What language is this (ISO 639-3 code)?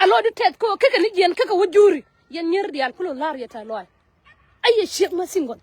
nus